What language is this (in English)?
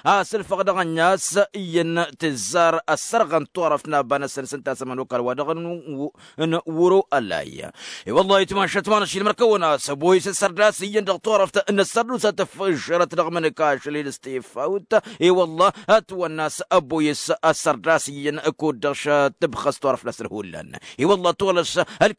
Tamasheq